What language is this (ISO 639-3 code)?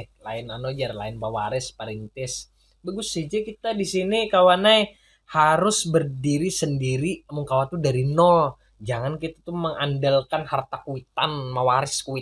bjn